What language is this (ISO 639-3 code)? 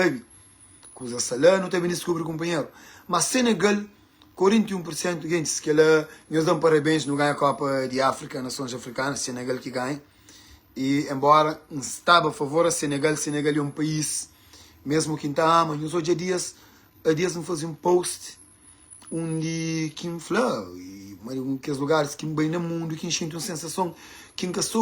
kea